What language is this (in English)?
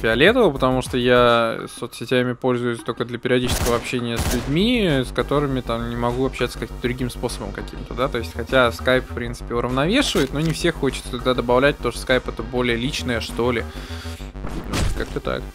Russian